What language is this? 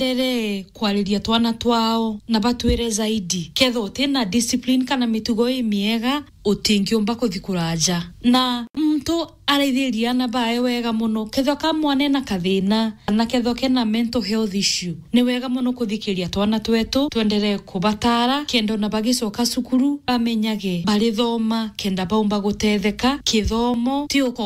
Meru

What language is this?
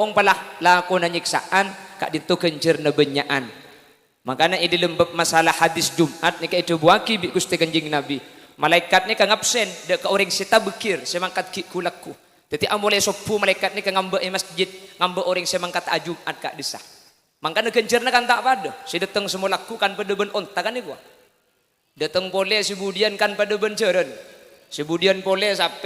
Madurese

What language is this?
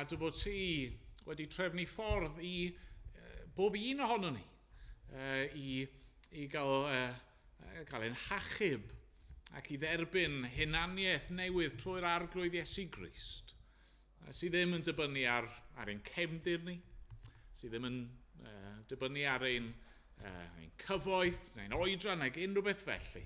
Welsh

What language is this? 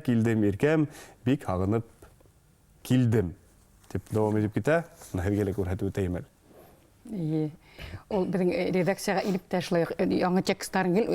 Bashkir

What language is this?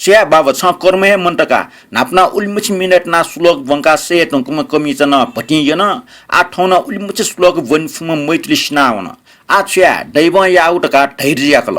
Newari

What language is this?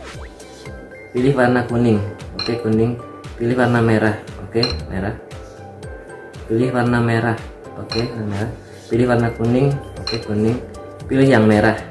Indonesian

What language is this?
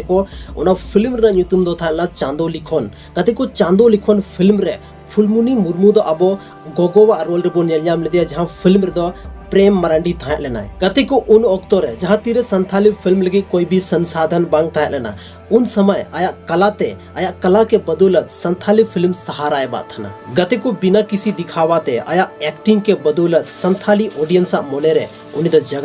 Santali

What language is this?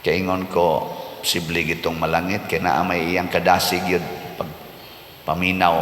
Cebuano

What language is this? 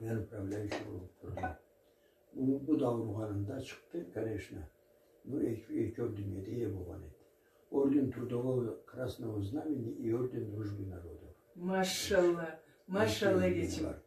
Karachay-Balkar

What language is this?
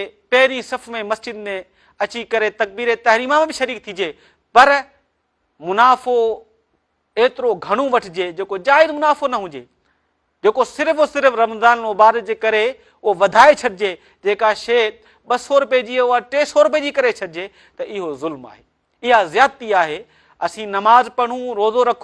Sindhi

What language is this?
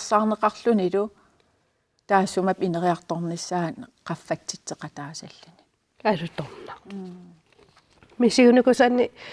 Kalaallisut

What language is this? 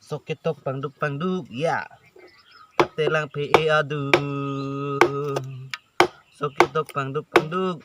Karbi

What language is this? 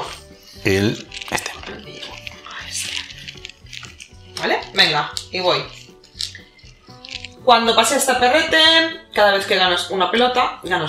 Spanish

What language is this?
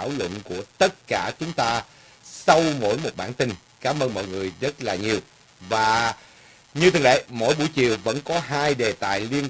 Vietnamese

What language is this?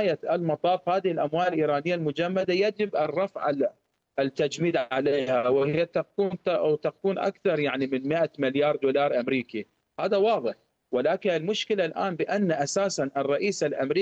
Arabic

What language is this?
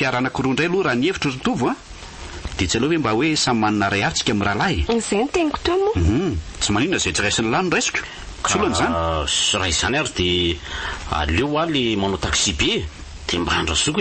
Malagasy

